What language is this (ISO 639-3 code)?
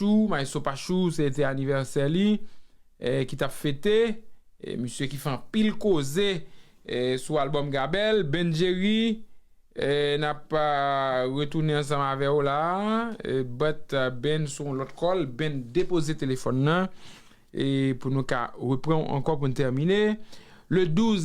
hat